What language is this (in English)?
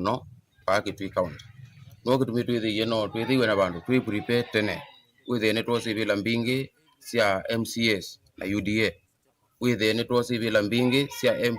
Kamba